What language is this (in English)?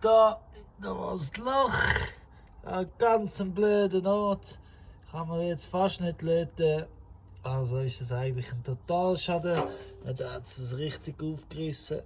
Swiss German